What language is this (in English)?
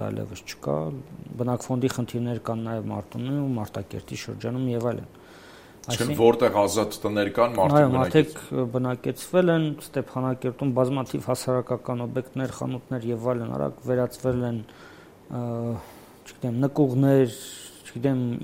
Armenian